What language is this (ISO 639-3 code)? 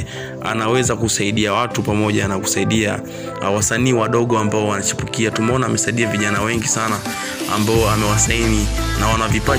swa